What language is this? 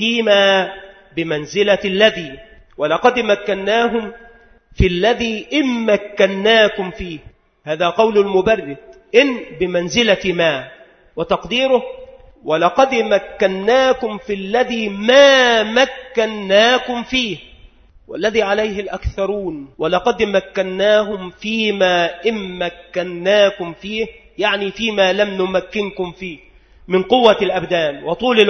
Arabic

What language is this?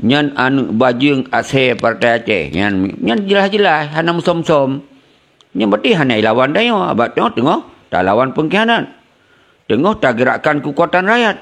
Achinese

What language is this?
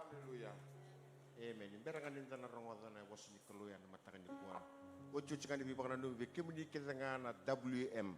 Fijian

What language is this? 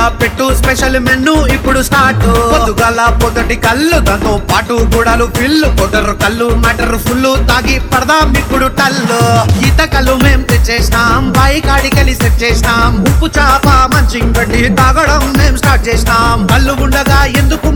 Telugu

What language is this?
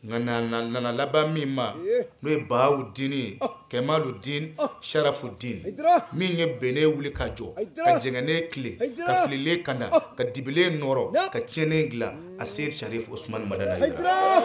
Bambara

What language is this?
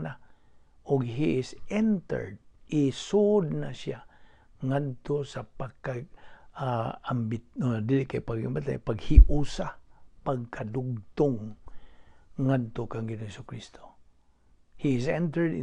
Cebuano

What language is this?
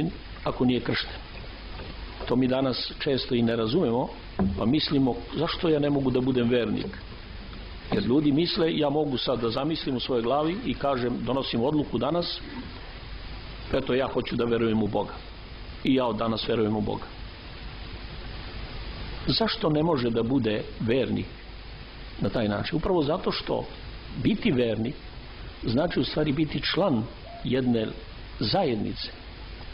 Serbian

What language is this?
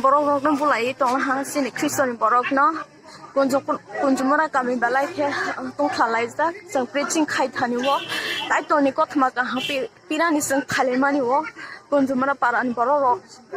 Kok Borok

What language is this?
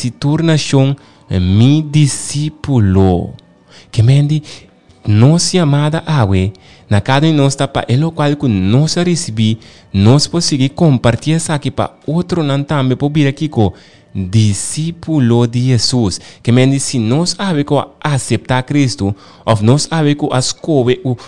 Papiamento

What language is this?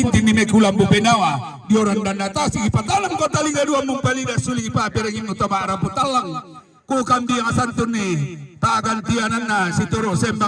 Toraja-Sa'dan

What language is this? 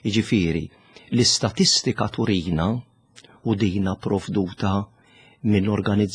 Maltese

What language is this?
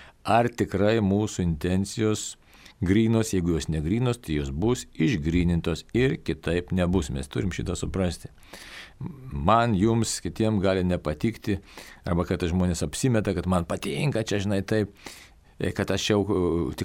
Lithuanian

